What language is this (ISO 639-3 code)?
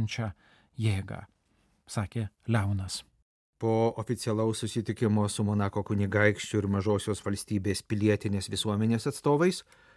lit